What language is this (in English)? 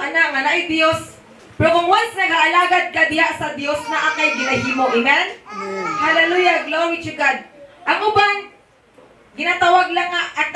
Cebuano